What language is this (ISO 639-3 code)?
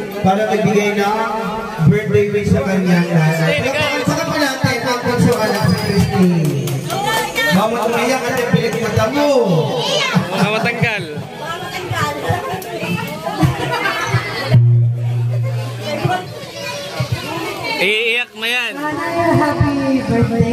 fil